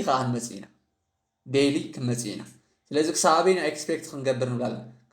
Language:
Tigrinya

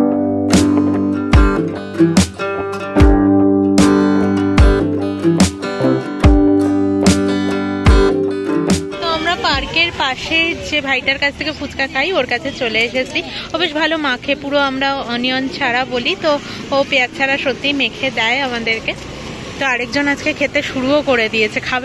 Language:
Bangla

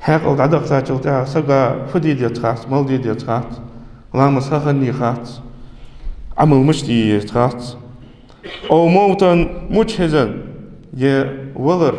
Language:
Ingush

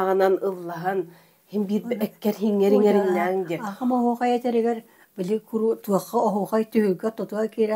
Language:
Yakut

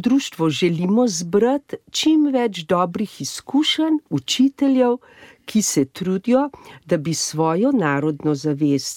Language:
Slovenian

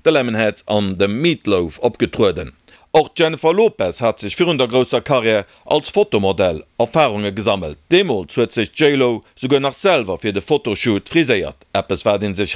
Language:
Luxembourgish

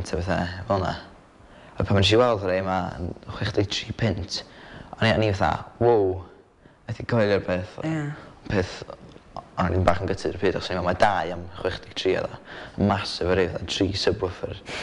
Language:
Welsh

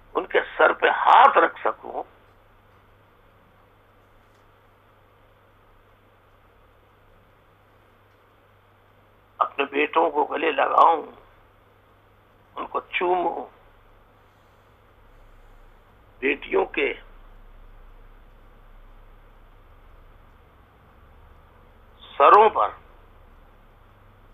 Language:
Urdu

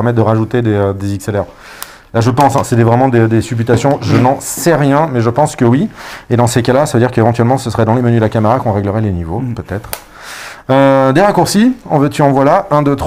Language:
French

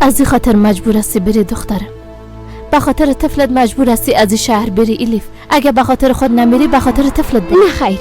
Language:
Persian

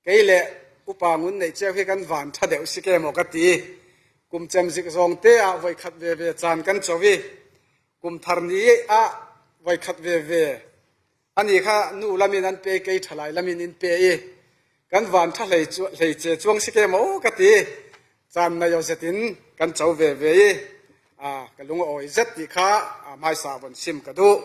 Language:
Falam Chin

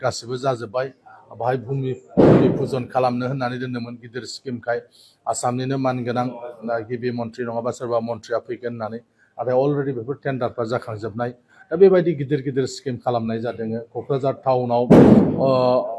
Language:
Bodo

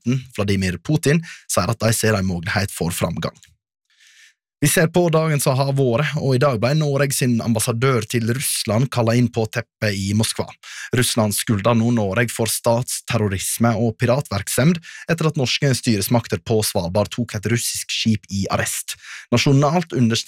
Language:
Norwegian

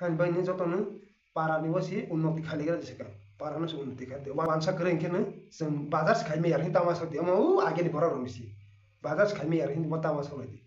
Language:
Kok Borok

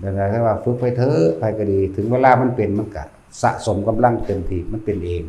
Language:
Northeastern Thai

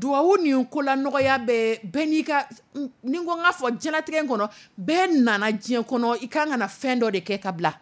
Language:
Dyula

